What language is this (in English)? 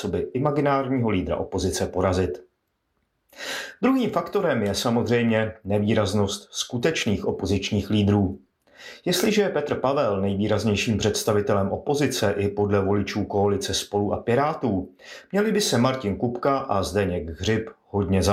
Czech